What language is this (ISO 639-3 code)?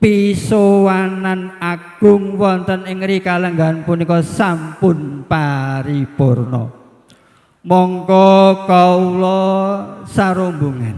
jav